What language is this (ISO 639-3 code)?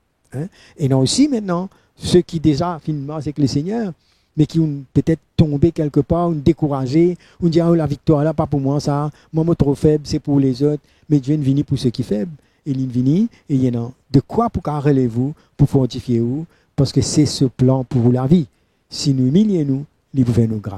mfe